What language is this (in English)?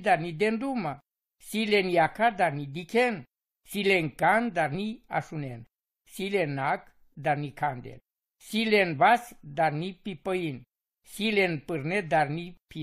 Romany